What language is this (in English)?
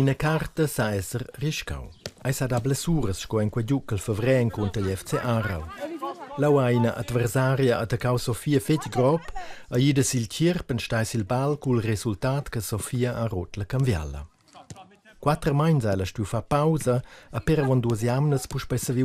Romansh